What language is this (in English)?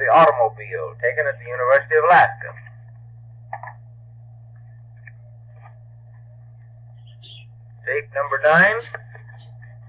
English